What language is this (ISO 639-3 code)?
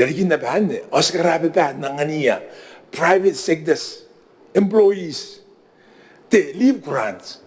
gil